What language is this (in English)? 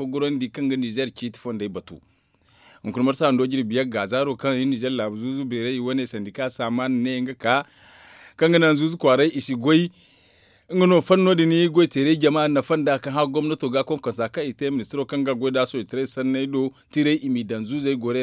Zarma